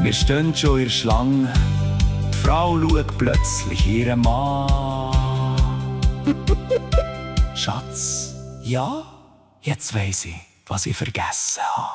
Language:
Swiss German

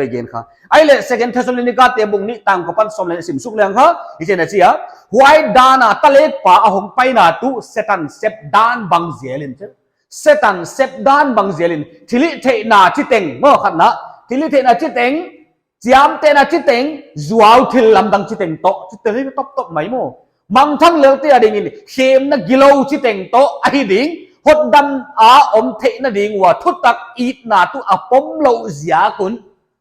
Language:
Paite Chin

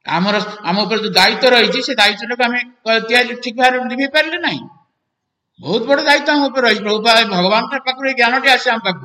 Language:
Odia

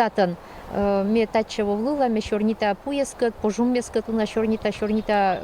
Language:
Komi-Permyak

